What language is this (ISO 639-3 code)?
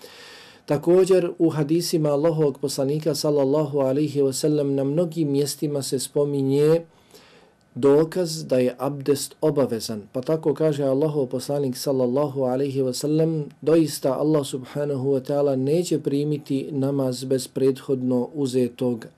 bos